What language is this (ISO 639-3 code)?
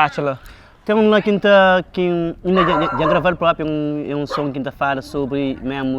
kea